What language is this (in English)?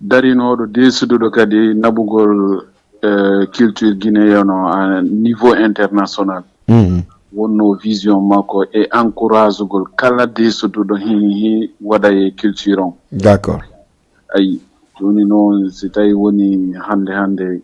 Fula